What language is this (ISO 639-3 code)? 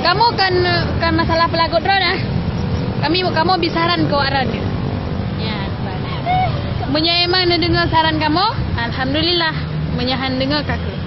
ace